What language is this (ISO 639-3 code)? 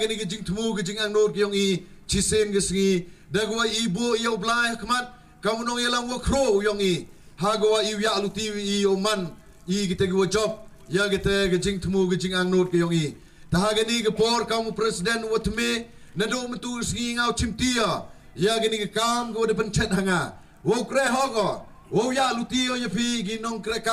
kha